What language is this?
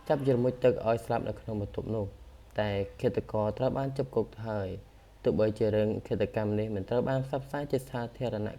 Khmer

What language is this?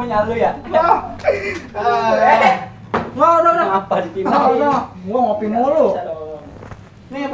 Betawi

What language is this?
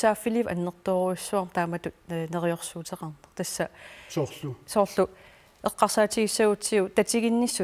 Kalaallisut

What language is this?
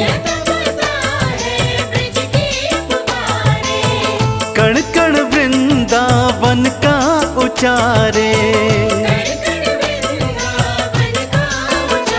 Hindi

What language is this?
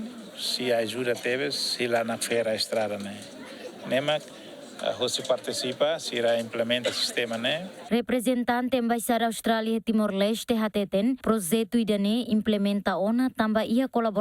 Tetum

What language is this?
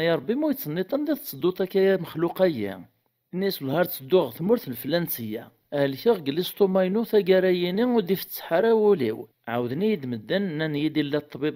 Kabyle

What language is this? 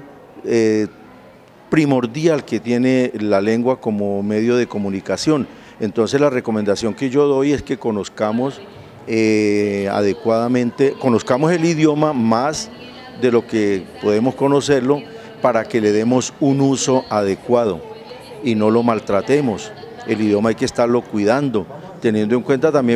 Spanish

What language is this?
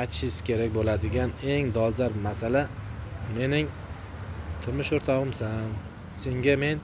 Uzbek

